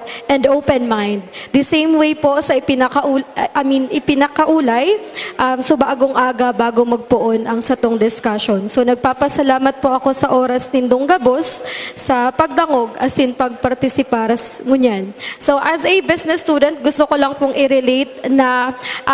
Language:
Bikol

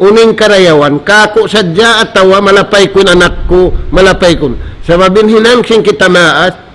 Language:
Tausug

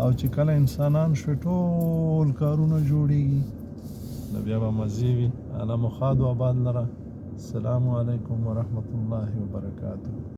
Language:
Pashto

